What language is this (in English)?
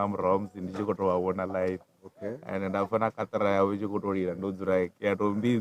Venda